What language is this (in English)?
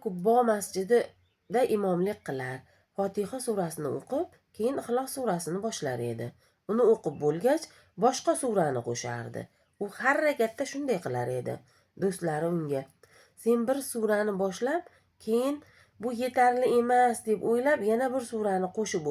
Uzbek